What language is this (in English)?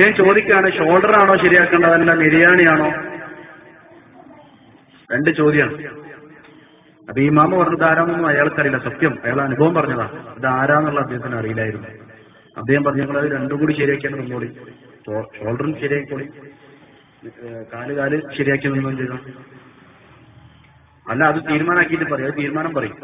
Malayalam